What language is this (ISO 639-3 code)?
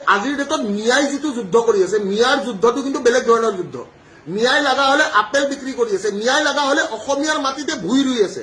asm